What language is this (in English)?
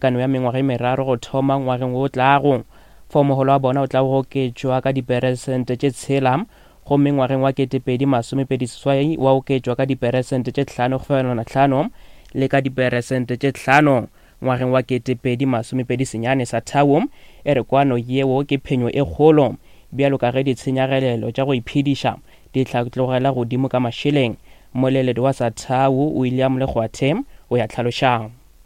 Northern Sotho